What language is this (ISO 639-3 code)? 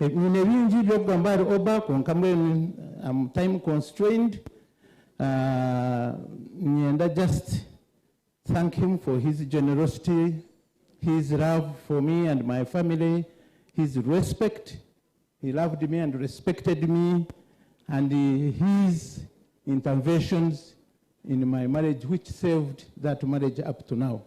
nyn